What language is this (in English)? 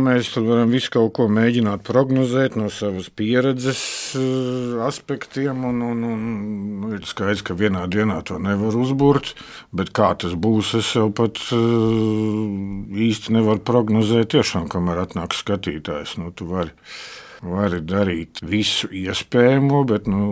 Latvian